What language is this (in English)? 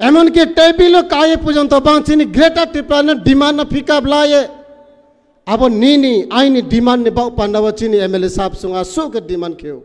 Riang (India)